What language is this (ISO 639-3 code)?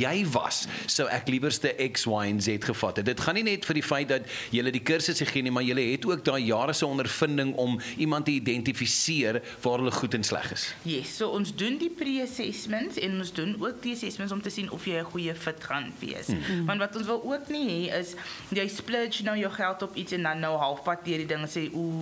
afr